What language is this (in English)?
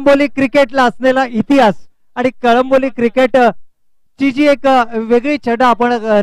Marathi